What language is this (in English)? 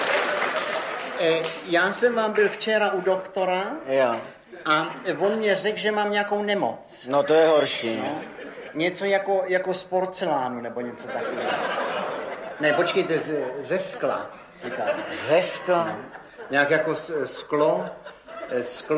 Czech